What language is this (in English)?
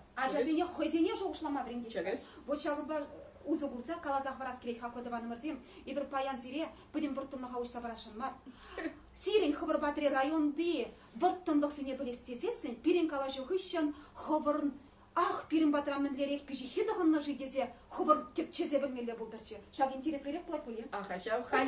Chuvash